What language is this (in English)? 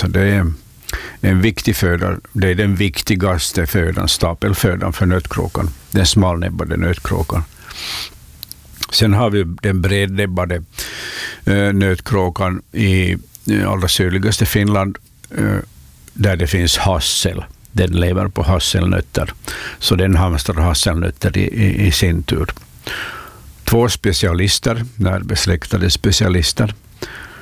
Swedish